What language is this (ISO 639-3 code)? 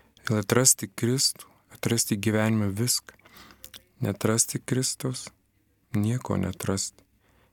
lit